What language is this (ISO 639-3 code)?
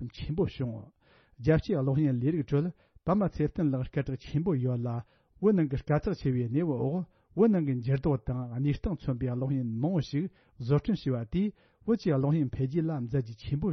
bod